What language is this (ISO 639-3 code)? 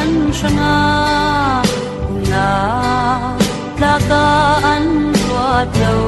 cfm